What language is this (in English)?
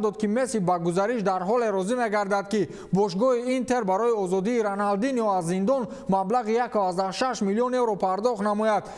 Tajik